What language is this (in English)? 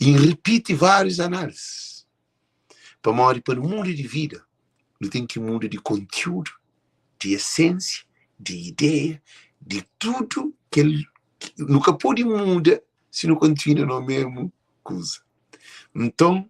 Kabuverdianu